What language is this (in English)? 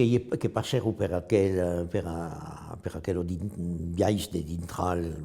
Occitan